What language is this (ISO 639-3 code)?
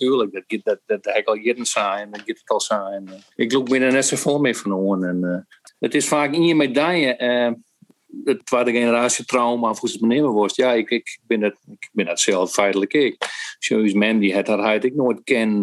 fry